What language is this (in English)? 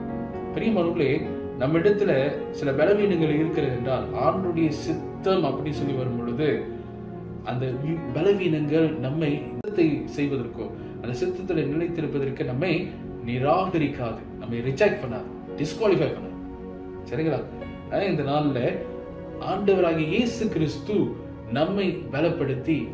Tamil